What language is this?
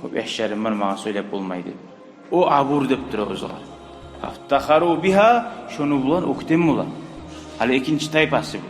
Kumyk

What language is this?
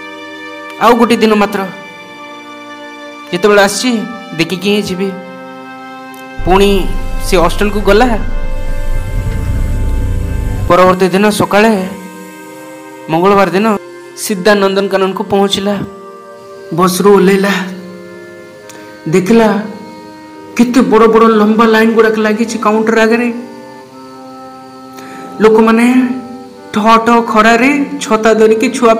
Odia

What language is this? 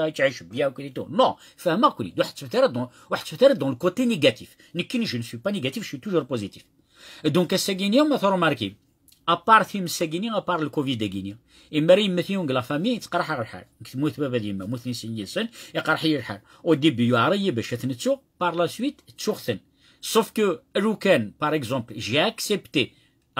Kabyle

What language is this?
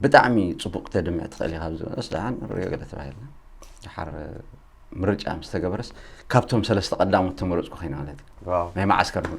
Tigrinya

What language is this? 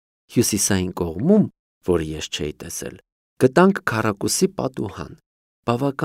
Armenian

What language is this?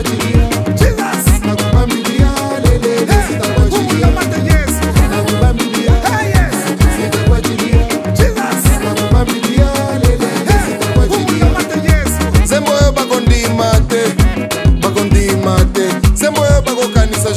Swahili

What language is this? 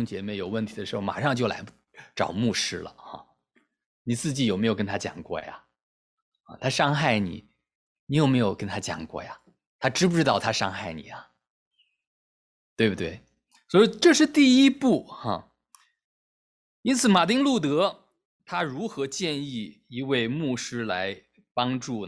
Chinese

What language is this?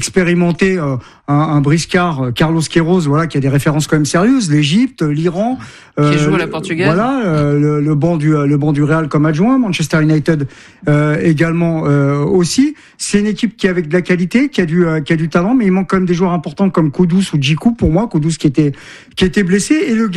French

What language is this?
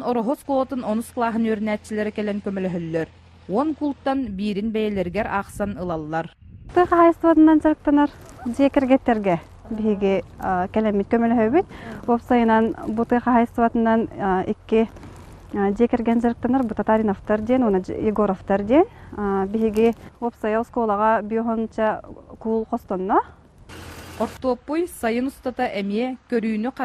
Yakut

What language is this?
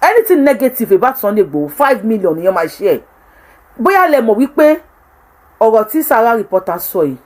Yoruba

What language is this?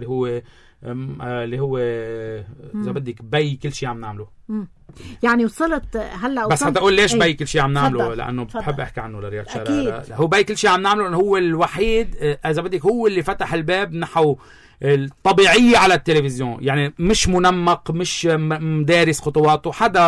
North Levantine Arabic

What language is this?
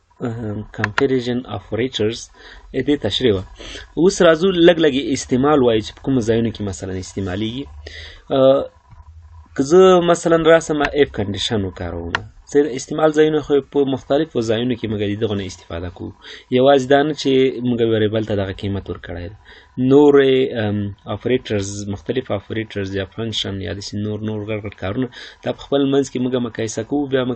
Pashto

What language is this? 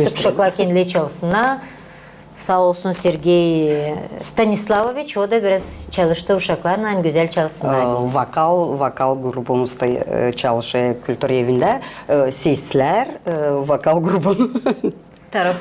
Gagauz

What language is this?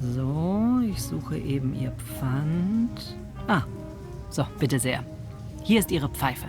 Bavarian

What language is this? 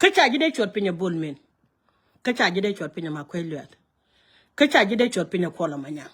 Nuer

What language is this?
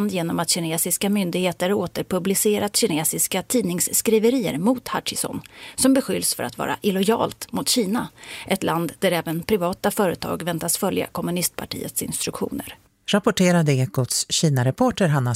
Swedish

